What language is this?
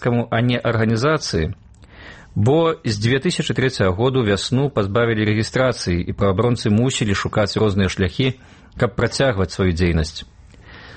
Belarusian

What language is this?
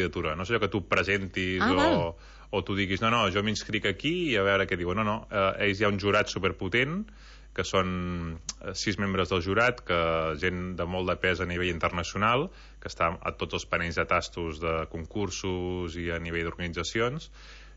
Catalan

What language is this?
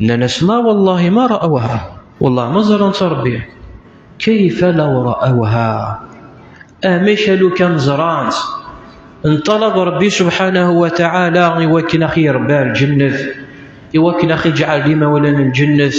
Kabyle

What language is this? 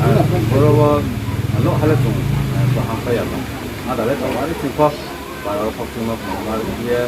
Riang (India)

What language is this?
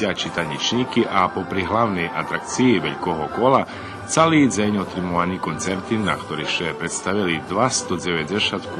Rusyn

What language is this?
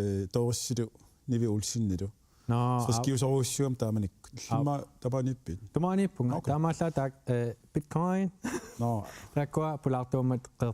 Kalaallisut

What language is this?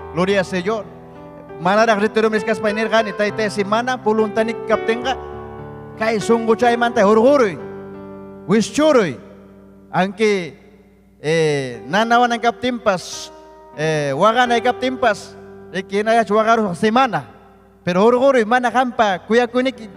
Ayacucho Quechua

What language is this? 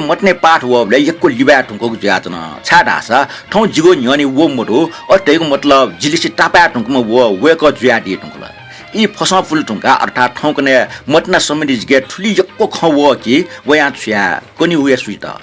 Newari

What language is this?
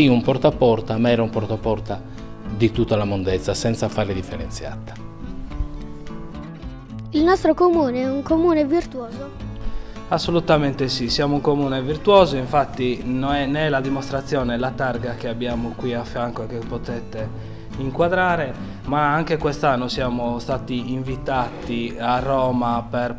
Italian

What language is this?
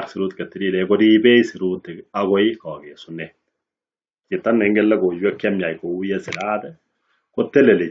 Kalenjin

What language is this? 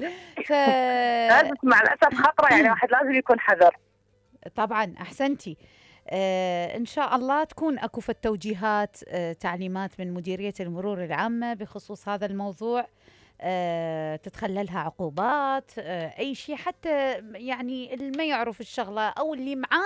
Mesopotamian Arabic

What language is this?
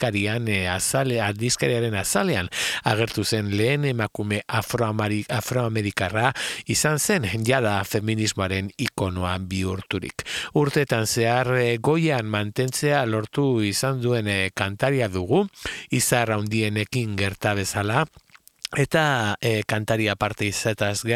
Basque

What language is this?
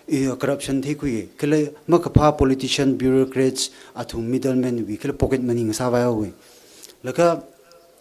Tangkhul Naga (India)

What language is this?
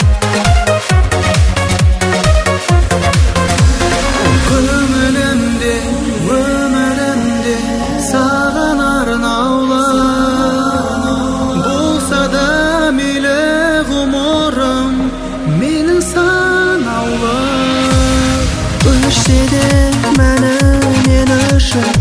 Kazakh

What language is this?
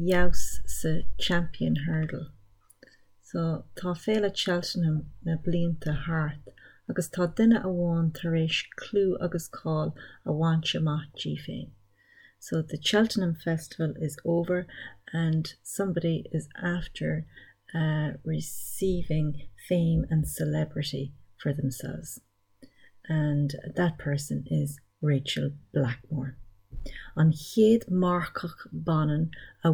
Irish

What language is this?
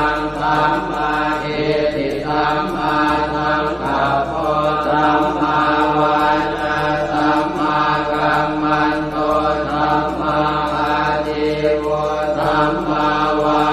Pali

